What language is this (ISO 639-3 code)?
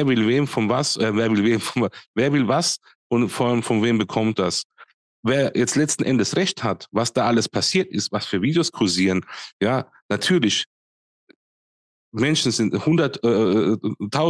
deu